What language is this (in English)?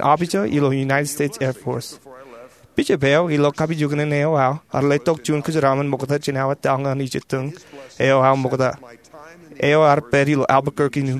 Marshallese